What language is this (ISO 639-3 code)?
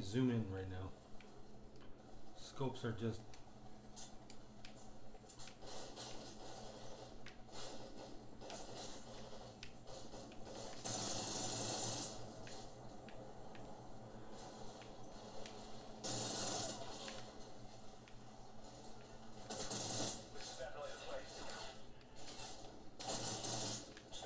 eng